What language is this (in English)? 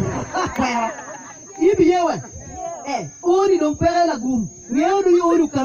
Acoli